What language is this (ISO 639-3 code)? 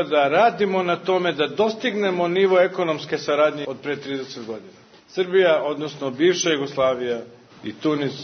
srp